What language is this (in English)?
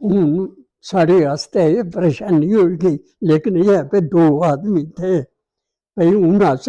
Dogri